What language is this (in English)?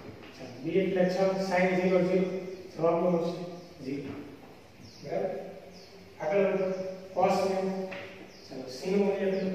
Gujarati